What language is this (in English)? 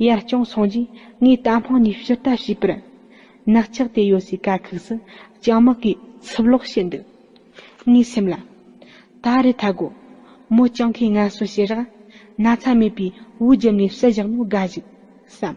Tibetan